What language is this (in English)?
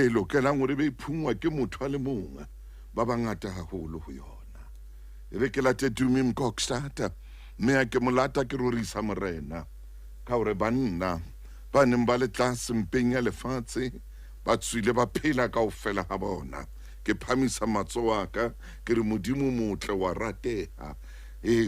Southern Sotho